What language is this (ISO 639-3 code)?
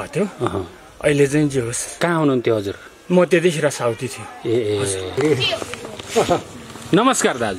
nep